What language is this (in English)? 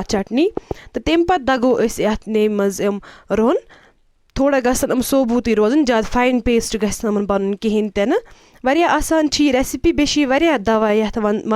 Kashmiri